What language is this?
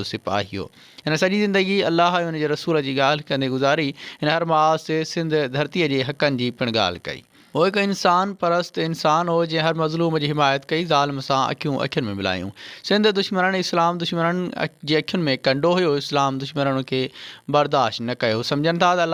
Sindhi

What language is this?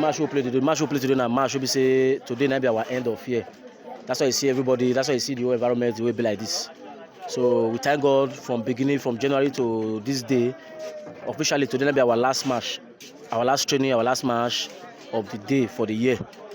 Nigerian Pidgin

